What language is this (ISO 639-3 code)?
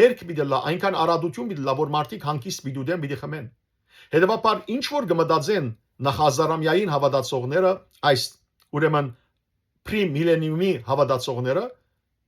hyw